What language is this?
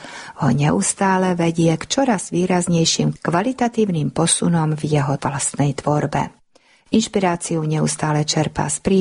Slovak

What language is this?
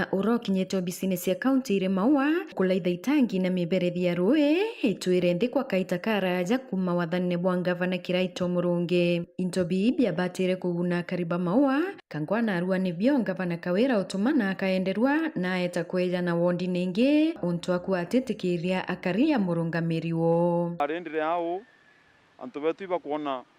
Meru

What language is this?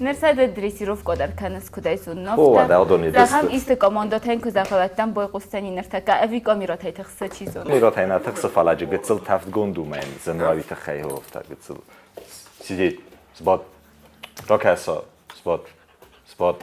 Ossetic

